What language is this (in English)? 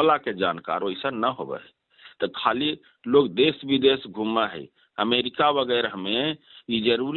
Magahi